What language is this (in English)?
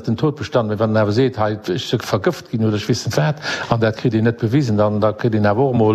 Luxembourgish